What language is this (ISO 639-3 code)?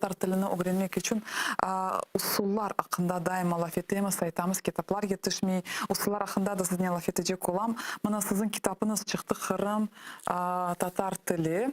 crh